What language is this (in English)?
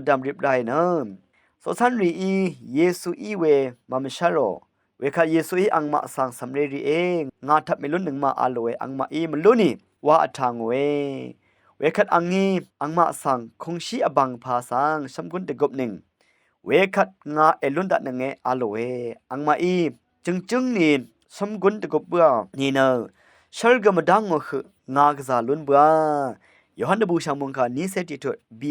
Rawang